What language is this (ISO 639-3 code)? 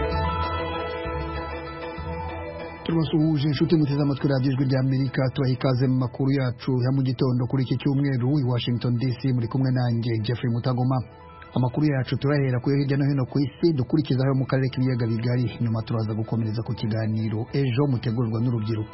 kin